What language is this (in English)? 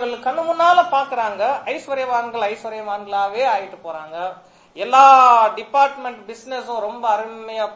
Tamil